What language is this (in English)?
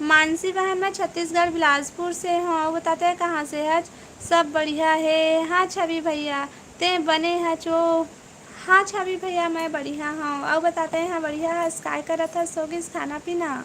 Chhattisgarhi